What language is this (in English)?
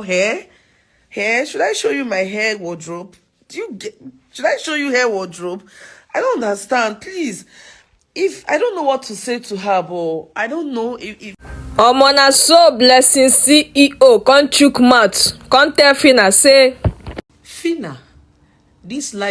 Nigerian Pidgin